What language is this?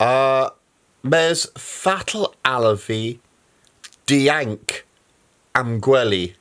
Cornish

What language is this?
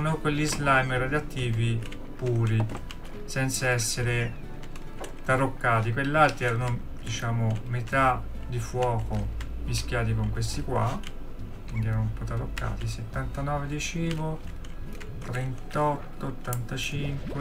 Italian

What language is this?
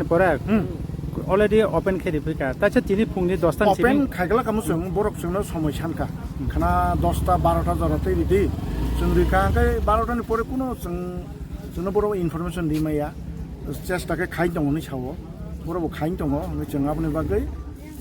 Kok Borok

